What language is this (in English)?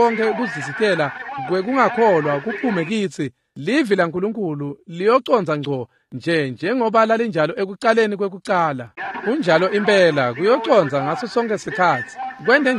Swati